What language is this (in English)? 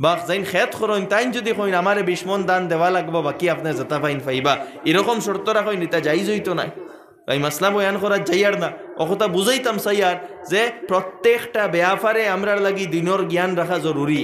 Sylheti